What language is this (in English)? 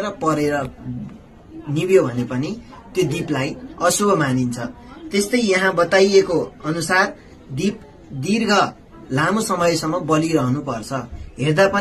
Nepali